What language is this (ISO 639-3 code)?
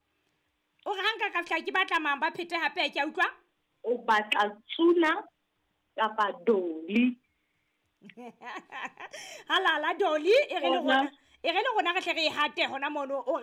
sot